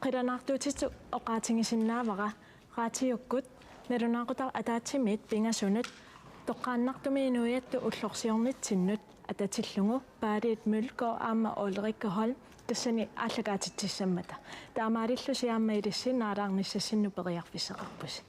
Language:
Kalaallisut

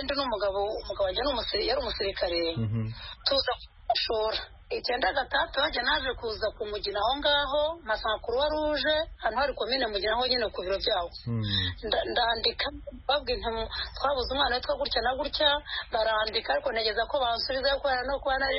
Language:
Kinyarwanda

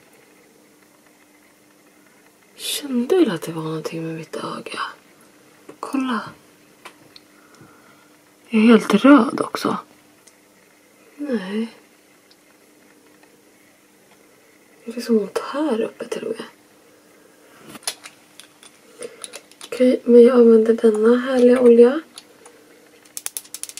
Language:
Swedish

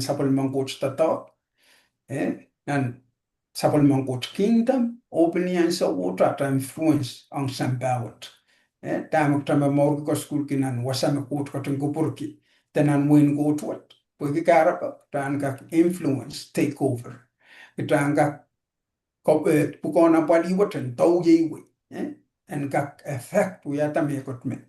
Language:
Pohnpeian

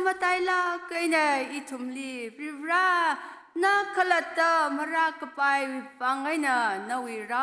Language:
Tangkhul Naga (India)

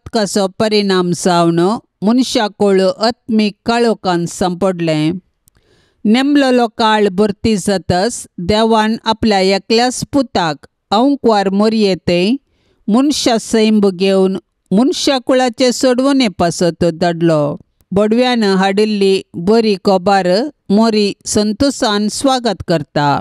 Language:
Konkani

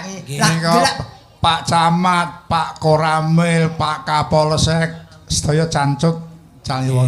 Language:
Javanese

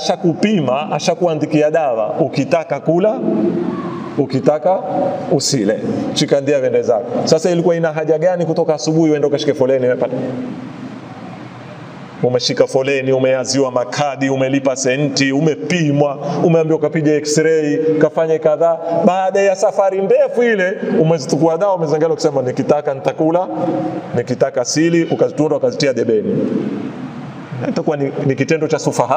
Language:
Swahili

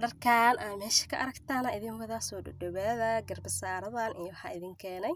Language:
Somali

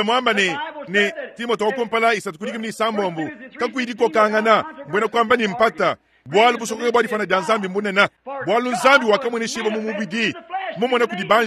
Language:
Luba-Lulua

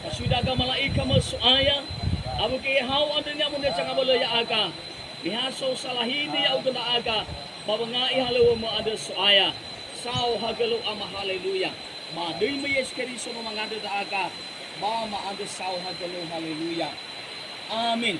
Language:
Nias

